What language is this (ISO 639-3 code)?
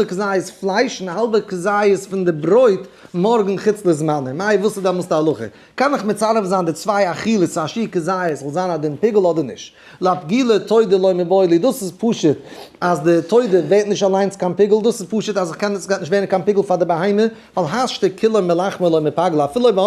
yid